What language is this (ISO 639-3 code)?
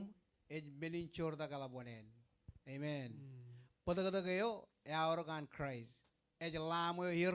mah